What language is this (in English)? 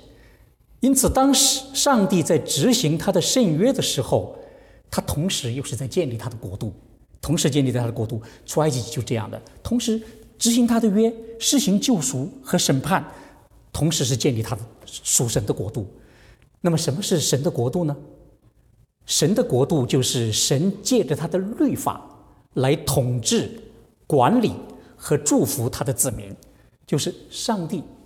Chinese